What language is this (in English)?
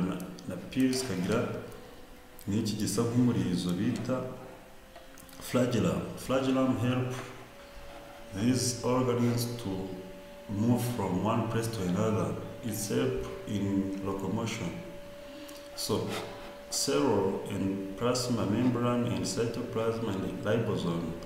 Kinyarwanda